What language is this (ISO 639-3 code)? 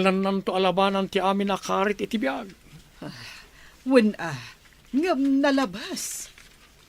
ilo